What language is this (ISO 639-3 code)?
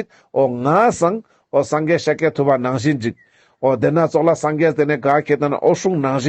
lbj